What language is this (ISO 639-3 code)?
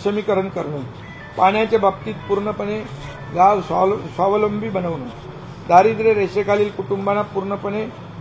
mar